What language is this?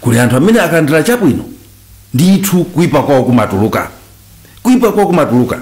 Nyanja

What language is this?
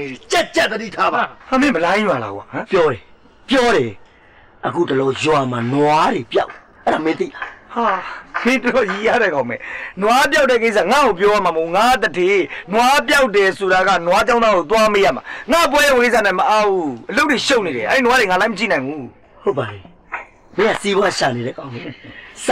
Burmese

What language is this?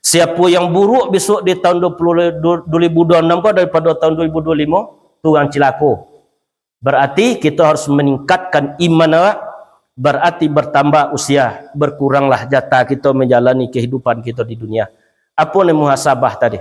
Minangkabau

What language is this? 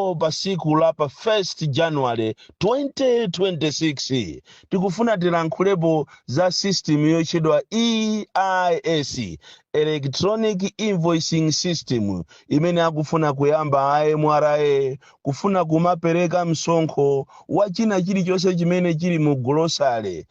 Nyanja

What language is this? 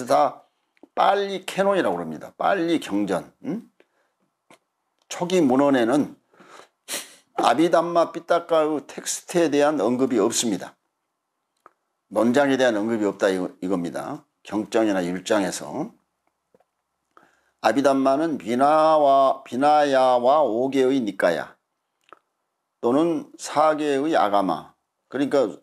Korean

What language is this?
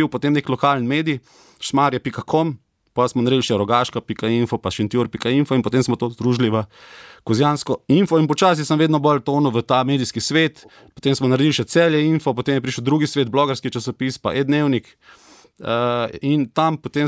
Slovenian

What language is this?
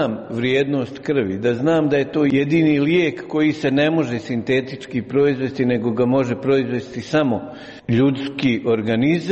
Croatian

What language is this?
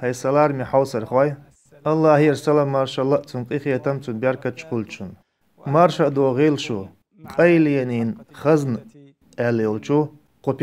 Chechen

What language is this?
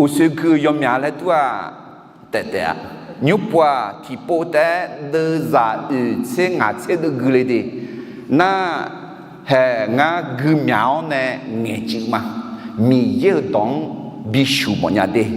Akha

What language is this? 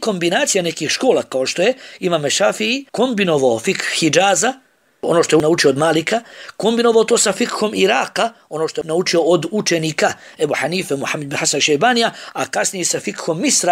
Bosnian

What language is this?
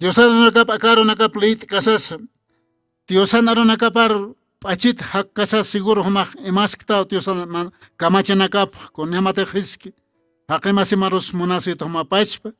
Aymara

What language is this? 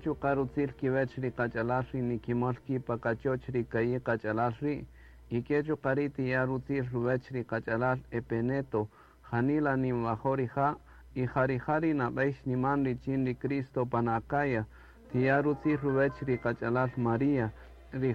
Kaqchikel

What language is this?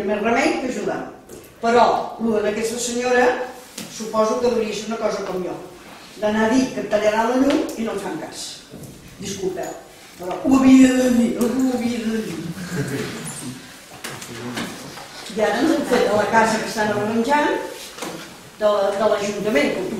Catalan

